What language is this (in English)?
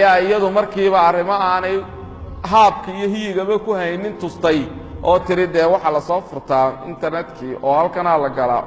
Somali